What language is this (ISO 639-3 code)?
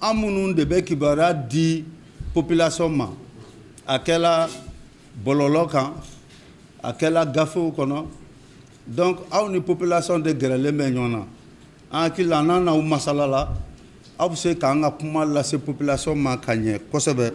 bam